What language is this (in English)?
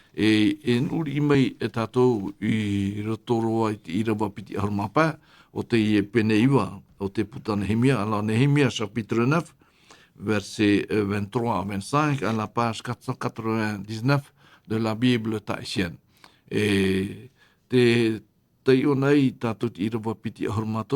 Tahitian